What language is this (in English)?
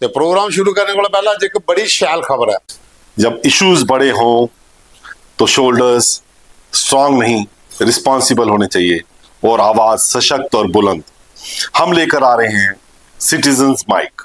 Dogri